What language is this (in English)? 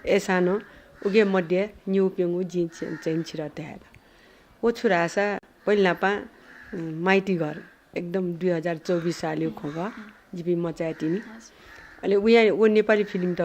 Newari